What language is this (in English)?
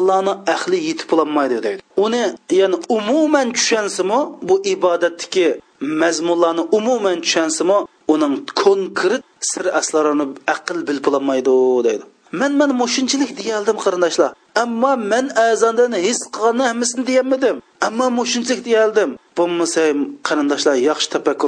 Uyghur